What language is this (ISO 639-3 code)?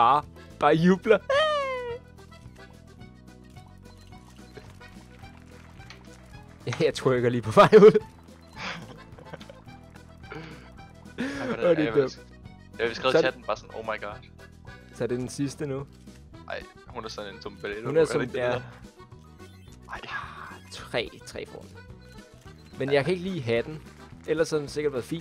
dan